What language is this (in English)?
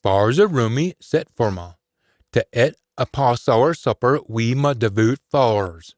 Scots